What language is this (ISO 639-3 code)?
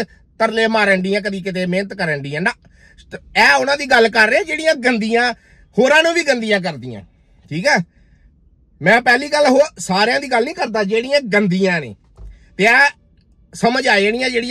pan